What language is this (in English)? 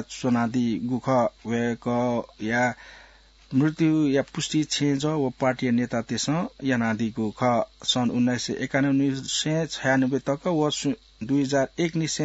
Newari